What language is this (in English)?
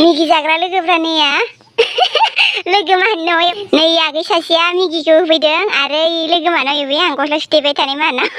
Bodo